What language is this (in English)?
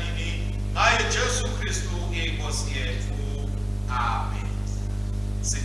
Swati